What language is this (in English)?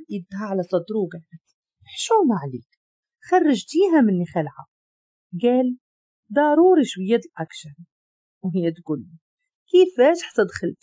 Moroccan Arabic